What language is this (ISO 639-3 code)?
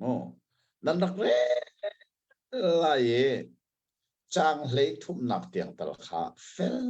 cnh